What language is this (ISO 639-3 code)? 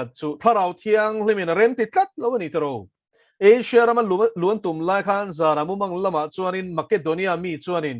lus